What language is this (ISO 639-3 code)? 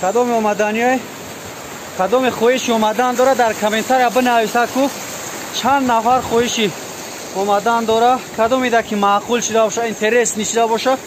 tgk